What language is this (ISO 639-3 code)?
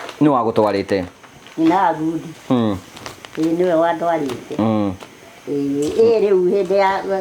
kik